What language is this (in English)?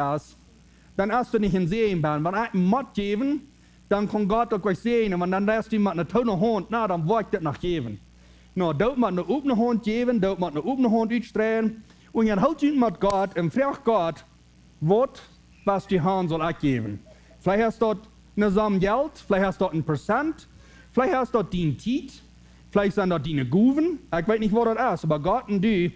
Plautdietsch